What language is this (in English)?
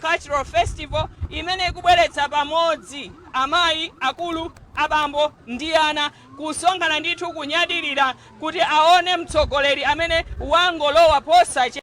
Nyanja